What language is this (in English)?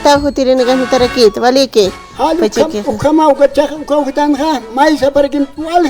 Aymara